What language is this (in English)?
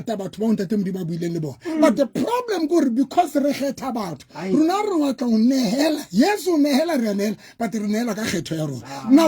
Southern Sotho